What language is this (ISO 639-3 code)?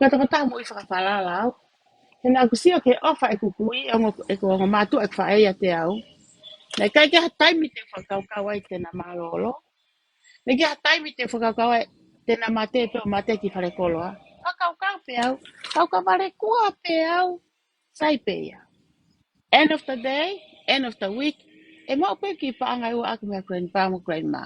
ton